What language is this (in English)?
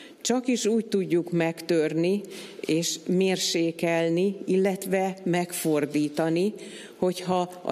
Hungarian